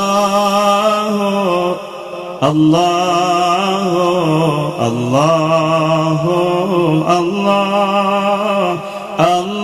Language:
Sundanese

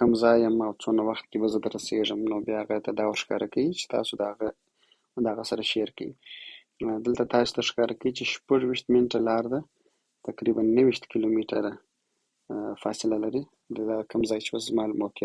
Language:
Pashto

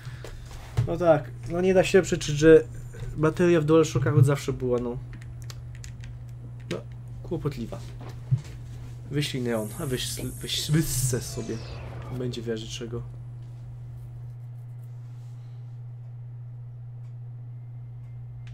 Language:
Polish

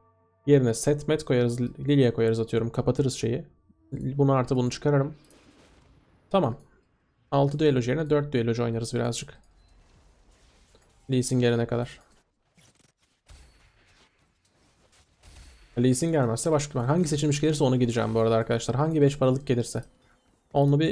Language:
Turkish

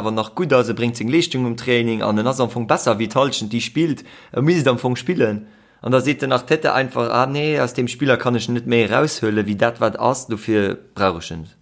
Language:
Luxembourgish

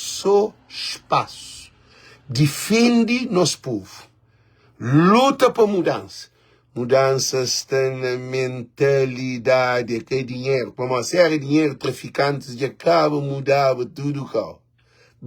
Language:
Kabuverdianu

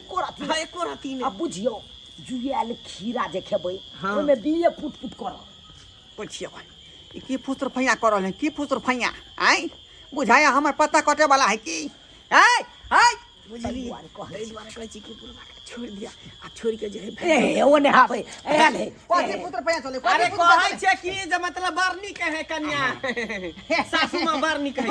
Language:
Maithili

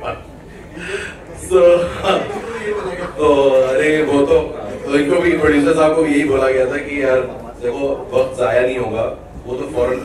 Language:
Hindi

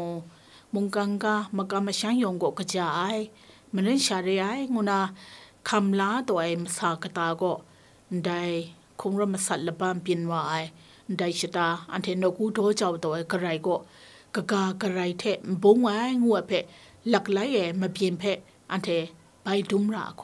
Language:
Kachin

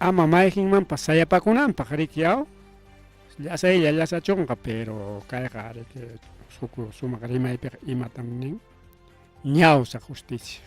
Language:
Ayacucho Quechua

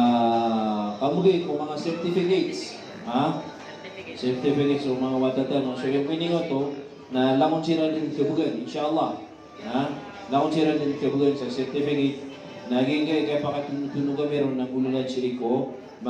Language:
Maranao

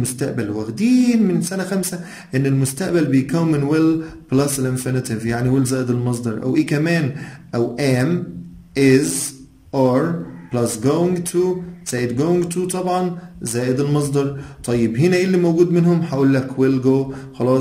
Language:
Egyptian Arabic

